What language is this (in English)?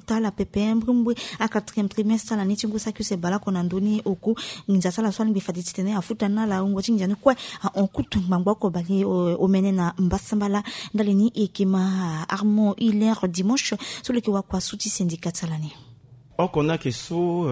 Sango